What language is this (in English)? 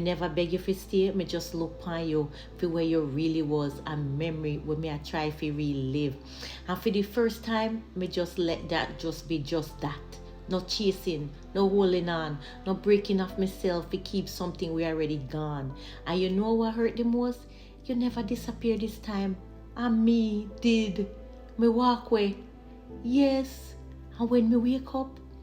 Jamaican Creole English